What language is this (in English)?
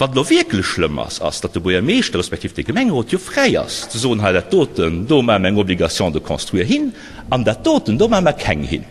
Luxembourgish